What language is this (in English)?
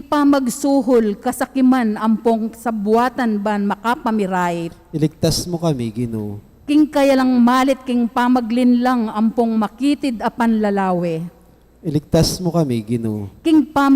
Pampanga